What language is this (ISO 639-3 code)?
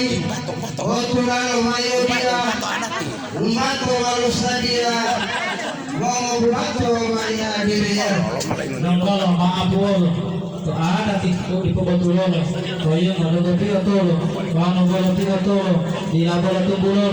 gor